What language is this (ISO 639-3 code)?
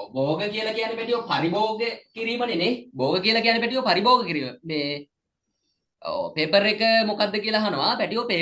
sin